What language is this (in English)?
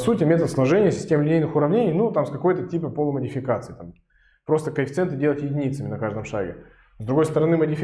Russian